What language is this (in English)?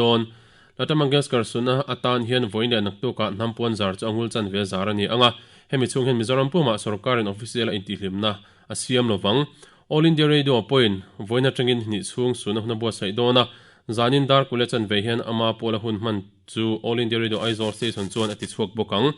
Mizo